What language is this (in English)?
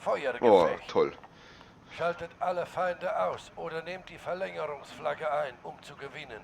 Bavarian